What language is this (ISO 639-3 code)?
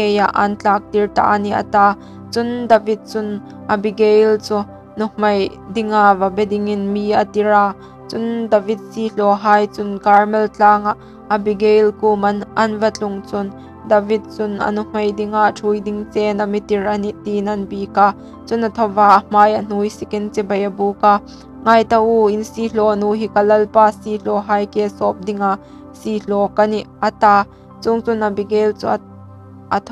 hmr